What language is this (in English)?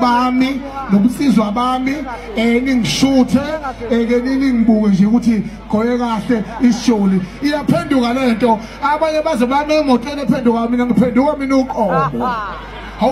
Zulu